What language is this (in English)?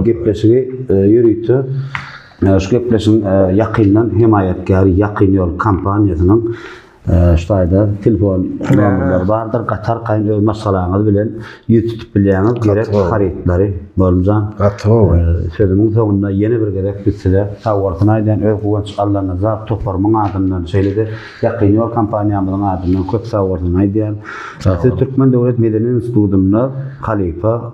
Turkmen